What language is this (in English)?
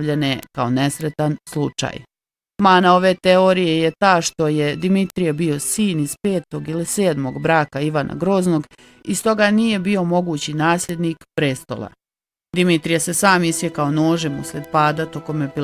Bosnian